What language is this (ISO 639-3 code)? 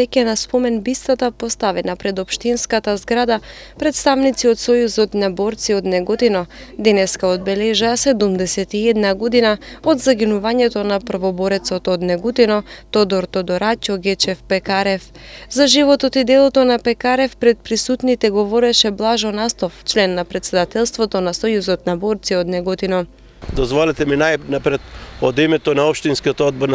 mkd